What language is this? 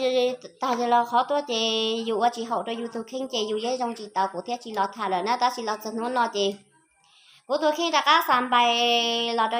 Hmong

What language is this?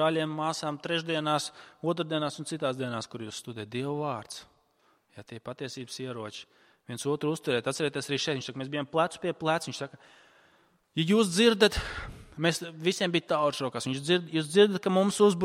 Latvian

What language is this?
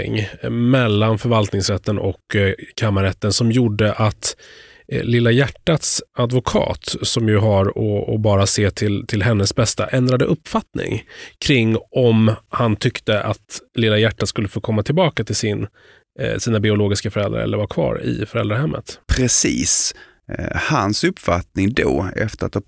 Swedish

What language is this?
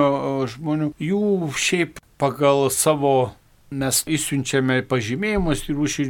Lithuanian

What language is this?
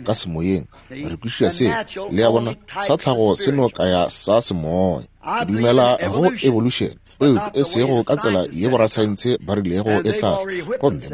Northern Sotho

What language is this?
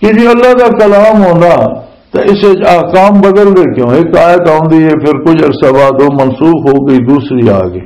Western Panjabi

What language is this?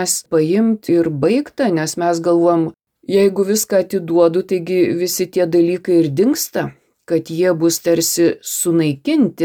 Lithuanian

